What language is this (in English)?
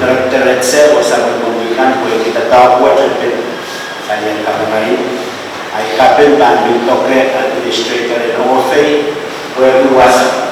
Pohnpeian